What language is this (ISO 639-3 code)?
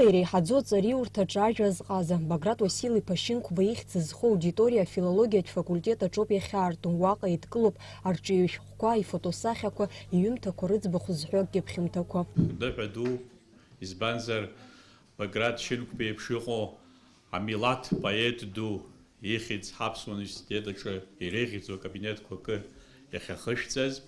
abk